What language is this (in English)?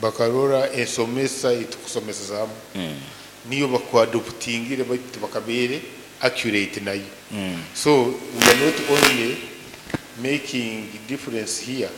Nyoro